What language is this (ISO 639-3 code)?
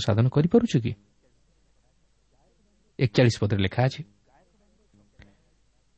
ori